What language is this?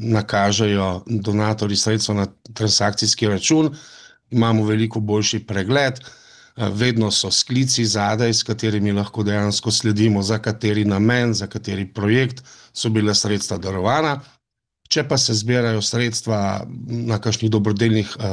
Slovenian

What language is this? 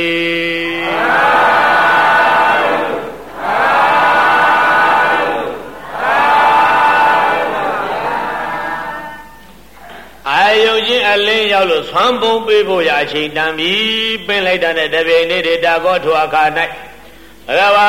Burmese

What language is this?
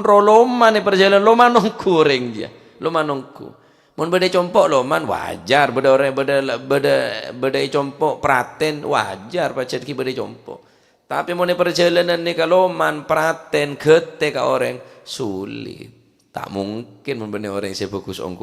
Madurese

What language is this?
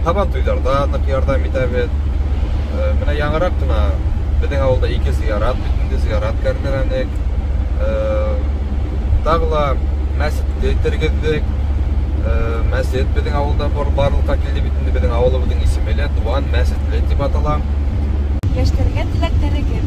Bashkir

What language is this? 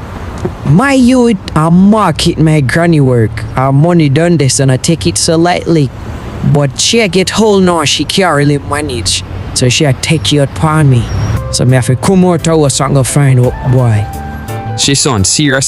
Jamaican Creole English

